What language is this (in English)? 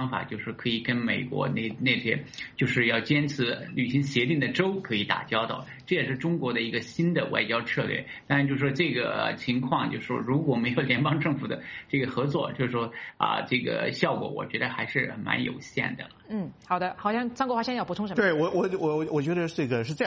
Chinese